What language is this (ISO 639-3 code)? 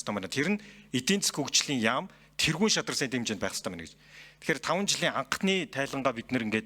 mon